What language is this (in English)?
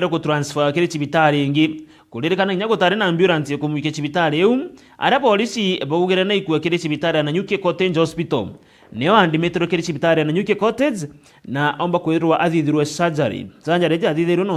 Meru